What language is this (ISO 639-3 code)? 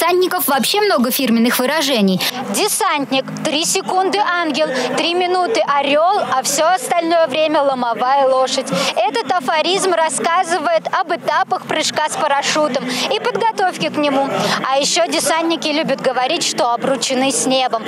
rus